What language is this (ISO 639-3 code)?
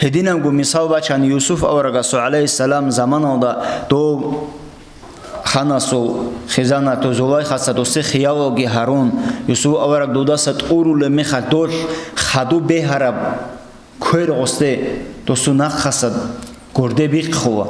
ava